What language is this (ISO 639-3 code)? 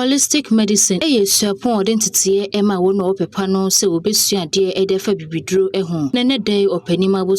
aka